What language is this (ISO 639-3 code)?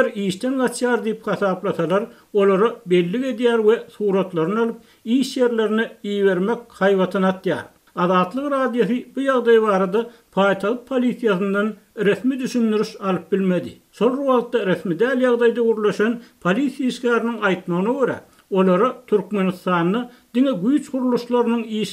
tuk